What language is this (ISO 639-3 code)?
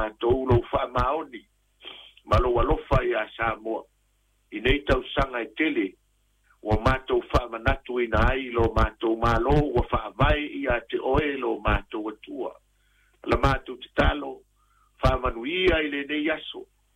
smo